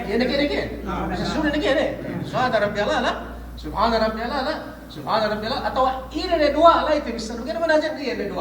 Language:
Yakan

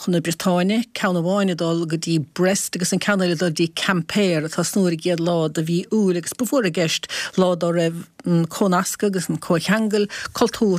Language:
Irish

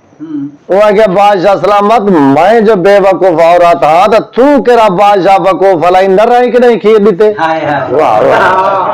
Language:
Saraiki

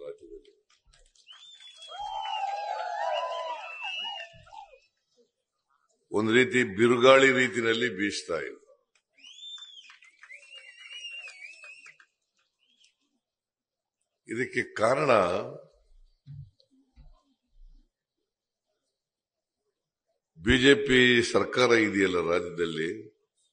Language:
Kannada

